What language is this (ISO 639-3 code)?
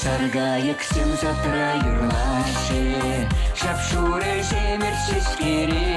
chv